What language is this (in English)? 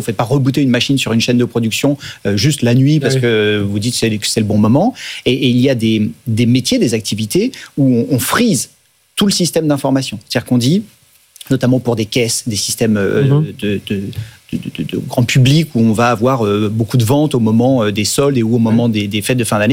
French